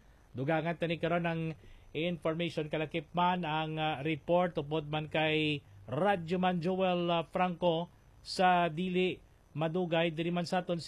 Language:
Hiligaynon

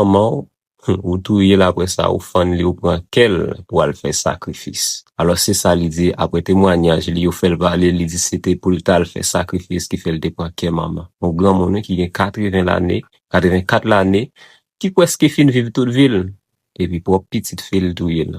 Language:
Haitian Creole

